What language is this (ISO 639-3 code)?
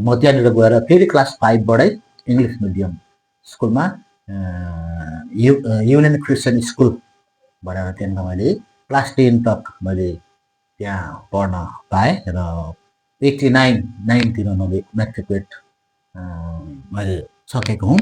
nep